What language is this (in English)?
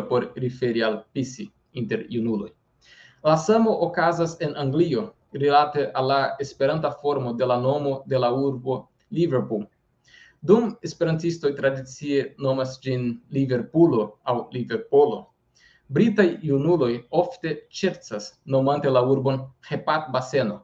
Esperanto